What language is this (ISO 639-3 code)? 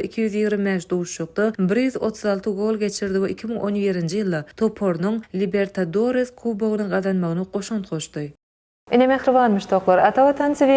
tuk